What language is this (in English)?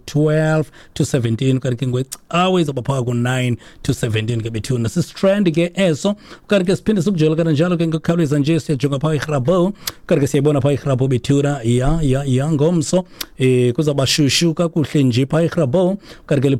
Xhosa